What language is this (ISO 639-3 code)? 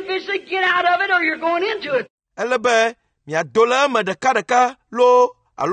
ewe